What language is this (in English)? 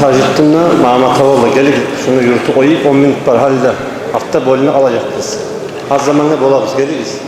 Kumyk